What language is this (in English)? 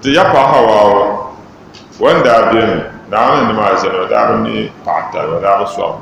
Dagbani